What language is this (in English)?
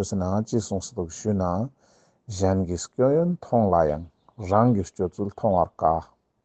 Ladakhi